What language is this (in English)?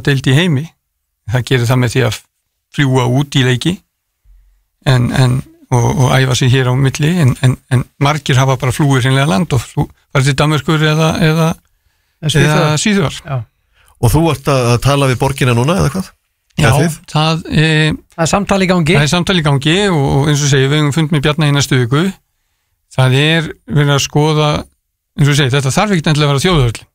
Icelandic